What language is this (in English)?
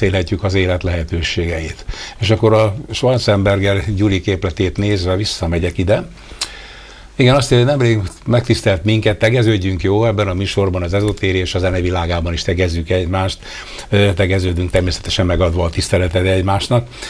Hungarian